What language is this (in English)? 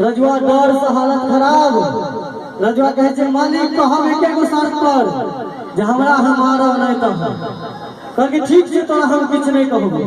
Maithili